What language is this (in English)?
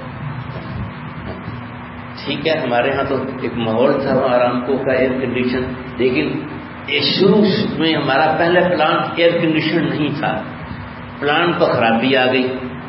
Urdu